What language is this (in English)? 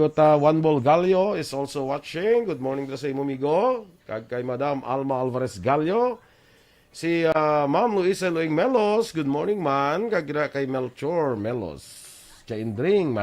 Hiligaynon